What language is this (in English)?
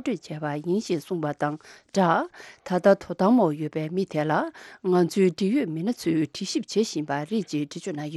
Tibetan